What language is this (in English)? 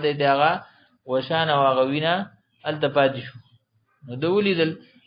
Pashto